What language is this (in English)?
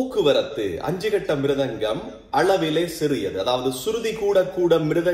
Tamil